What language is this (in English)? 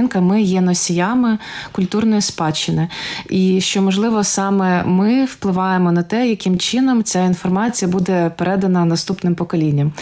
Ukrainian